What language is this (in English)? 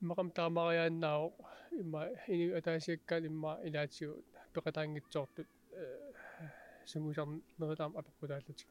Kalaallisut